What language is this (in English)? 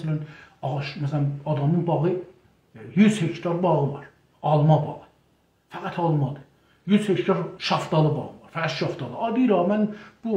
South Azerbaijani